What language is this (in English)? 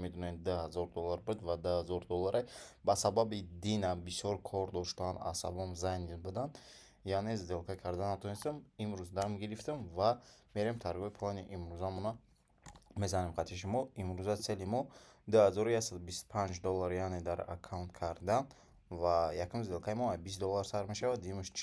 Tajik